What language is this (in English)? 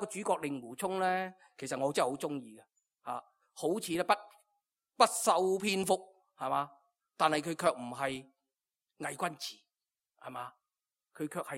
Cantonese